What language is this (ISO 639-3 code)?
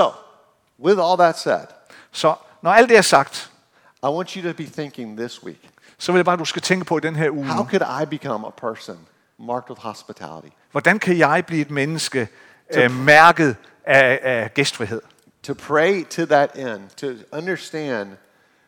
dan